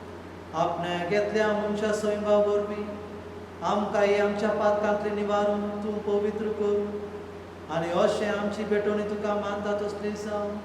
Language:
Konkani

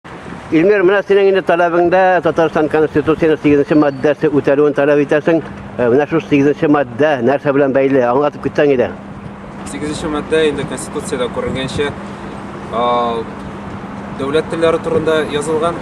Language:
Tatar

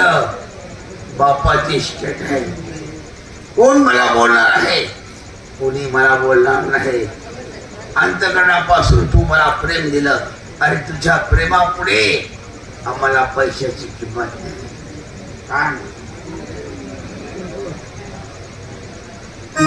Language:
Marathi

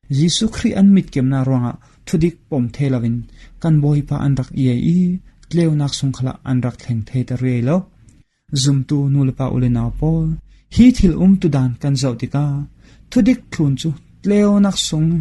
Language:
Falam Chin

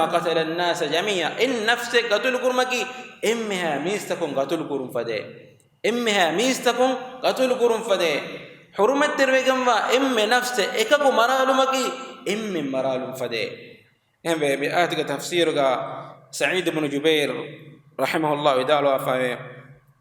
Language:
Divehi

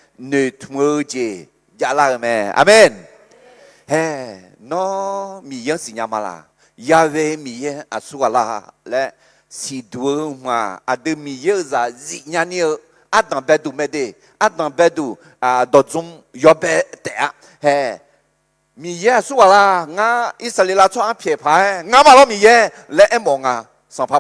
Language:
Akha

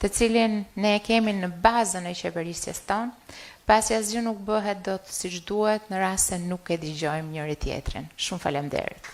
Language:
Albanian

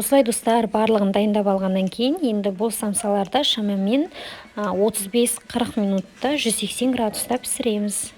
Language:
Kazakh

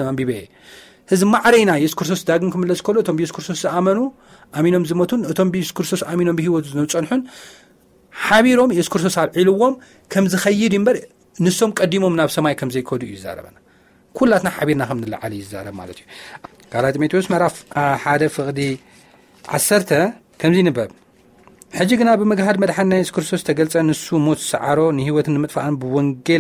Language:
Tigrinya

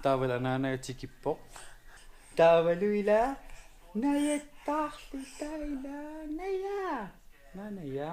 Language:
Kalaallisut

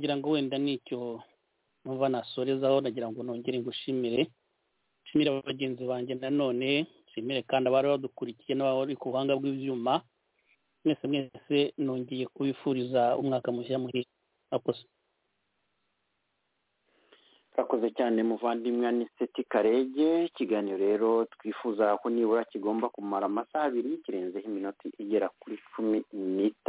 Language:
Kinyarwanda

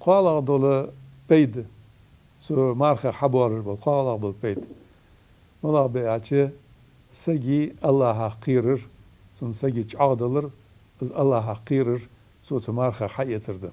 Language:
Ingush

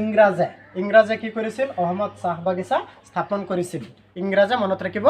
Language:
Assamese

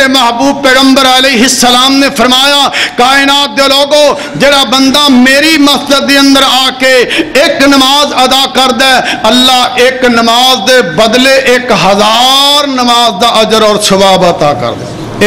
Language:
Western Panjabi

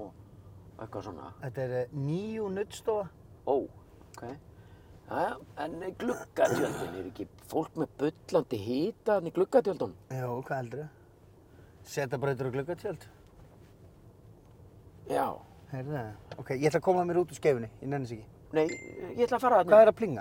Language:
Icelandic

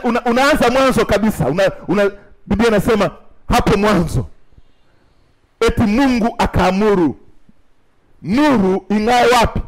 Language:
Swahili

